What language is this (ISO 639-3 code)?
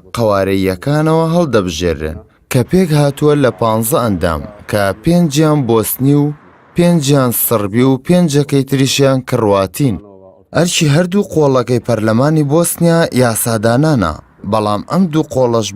ckb